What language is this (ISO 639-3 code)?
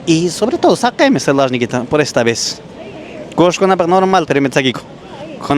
que